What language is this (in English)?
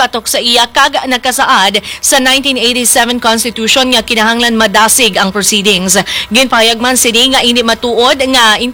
Hiligaynon